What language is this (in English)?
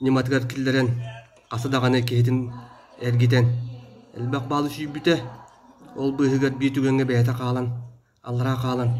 Yakut